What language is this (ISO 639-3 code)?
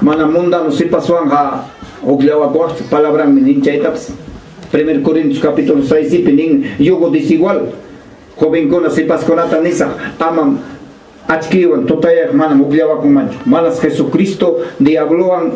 quy